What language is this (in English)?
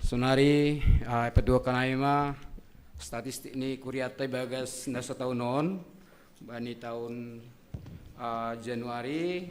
Batak Simalungun